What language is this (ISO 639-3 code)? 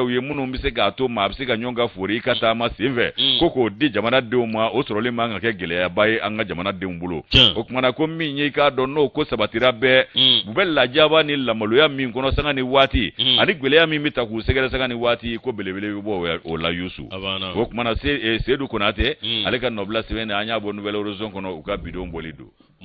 bam